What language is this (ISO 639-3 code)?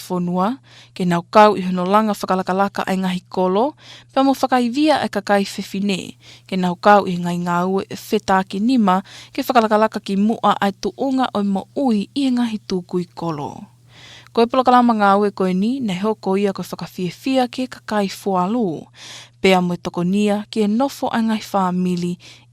ton